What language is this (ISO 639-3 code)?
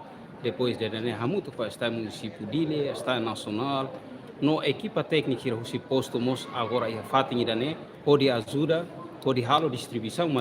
tet